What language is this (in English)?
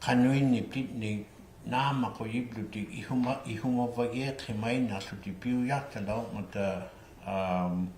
Inuktitut